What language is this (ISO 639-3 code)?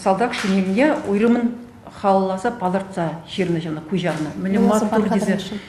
chv